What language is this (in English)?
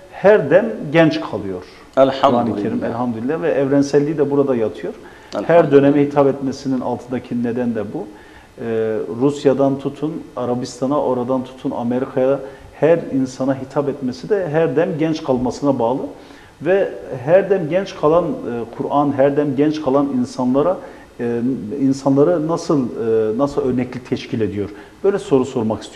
Turkish